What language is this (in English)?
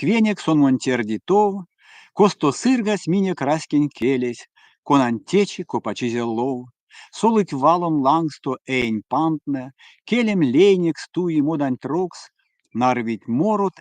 Erzya